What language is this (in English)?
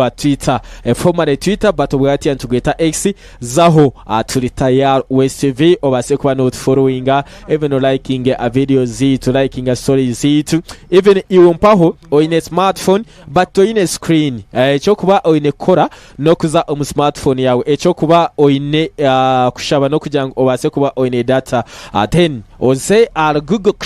Nyankole